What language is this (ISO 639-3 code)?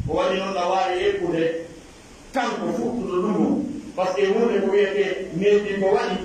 fuf